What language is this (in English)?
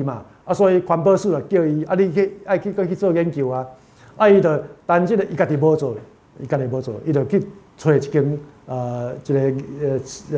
Min Nan Chinese